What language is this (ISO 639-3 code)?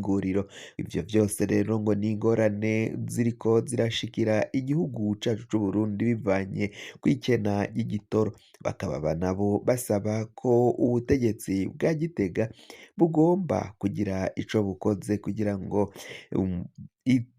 run